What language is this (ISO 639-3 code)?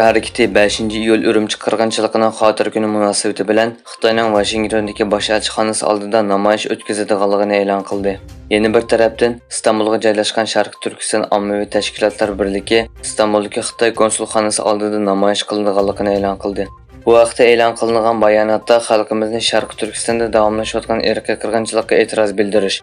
uig